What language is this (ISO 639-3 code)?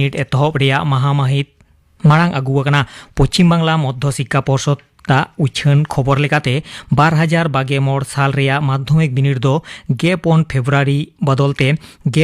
sat